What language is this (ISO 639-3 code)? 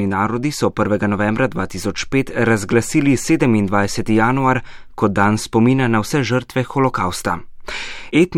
slv